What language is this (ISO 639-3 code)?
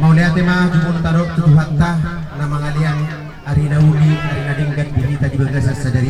bbc